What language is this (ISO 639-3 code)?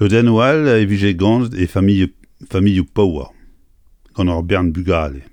bre